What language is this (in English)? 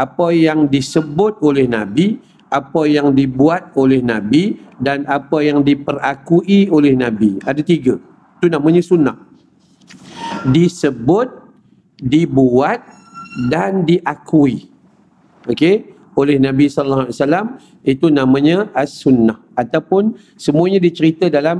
Malay